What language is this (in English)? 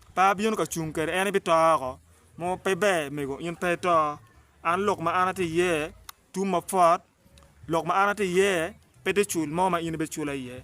Acoli